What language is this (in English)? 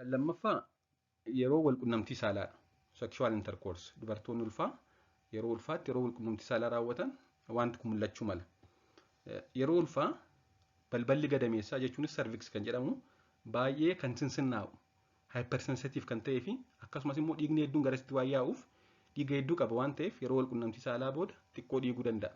Oromo